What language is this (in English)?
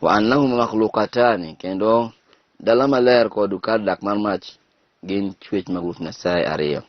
Luo (Kenya and Tanzania)